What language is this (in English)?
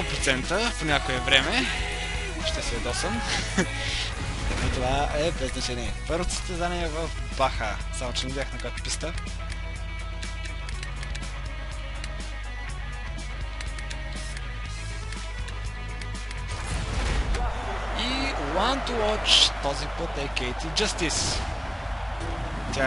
Bulgarian